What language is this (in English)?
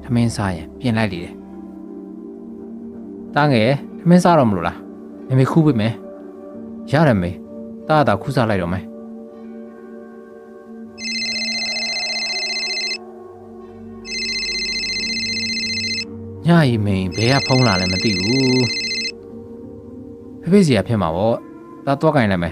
Burmese